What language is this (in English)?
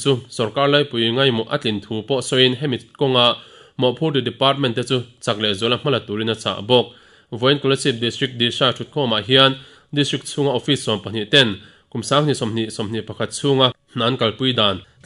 Mizo